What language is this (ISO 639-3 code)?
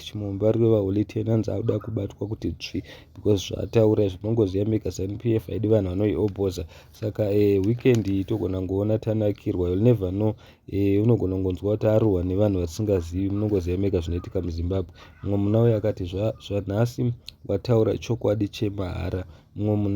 sna